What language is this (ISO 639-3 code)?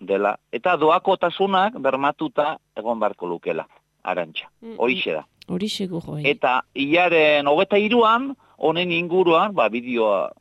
eus